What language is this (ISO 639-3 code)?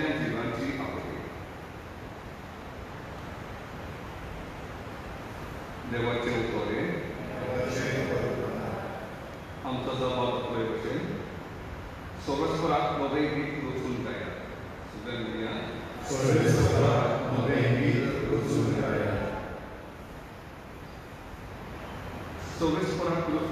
kok